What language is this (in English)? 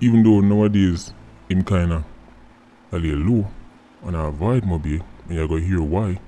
Jamaican Creole English